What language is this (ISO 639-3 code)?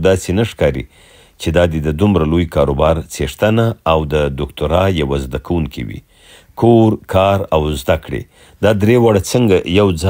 pus